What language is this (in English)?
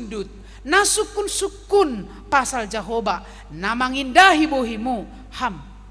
Batak Simalungun